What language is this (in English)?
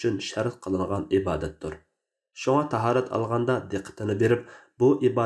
Uyghur